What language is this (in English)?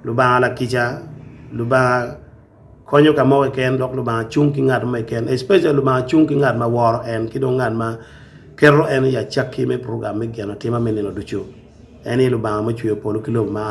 Acoli